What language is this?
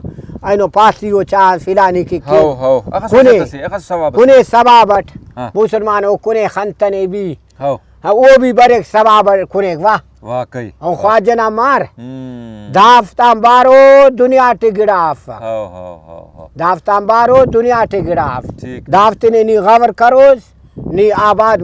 Brahui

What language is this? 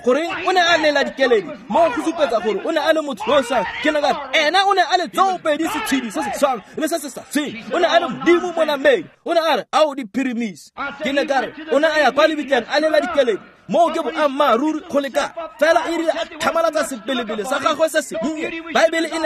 Tswana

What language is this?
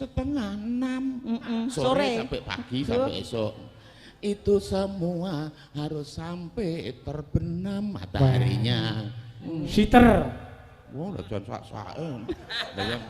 Javanese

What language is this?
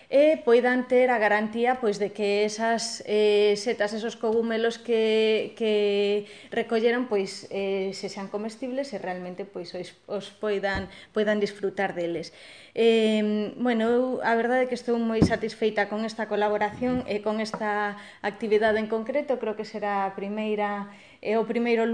Galician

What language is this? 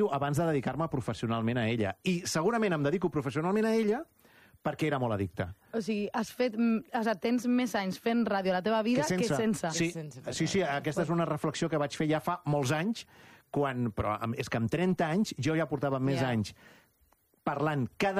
Catalan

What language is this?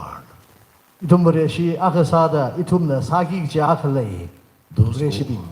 Tangkhul Naga (India)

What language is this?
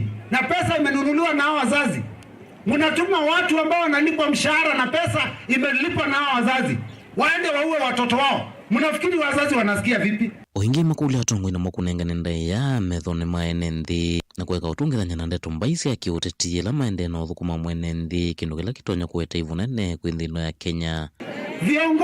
Kamba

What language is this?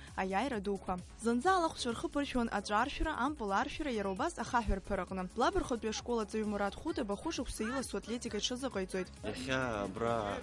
Abkhazian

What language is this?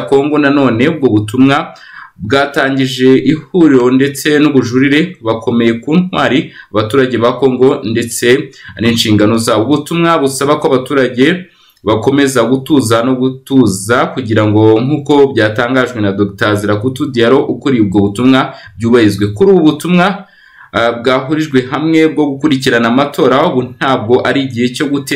Kinyarwanda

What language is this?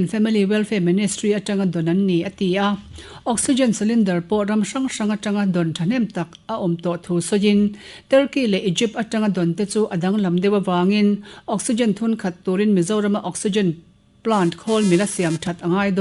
Mizo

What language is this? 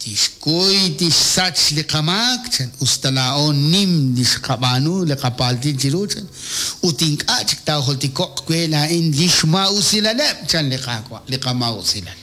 Kekchí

